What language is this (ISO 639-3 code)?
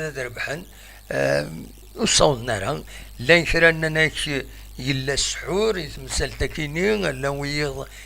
kab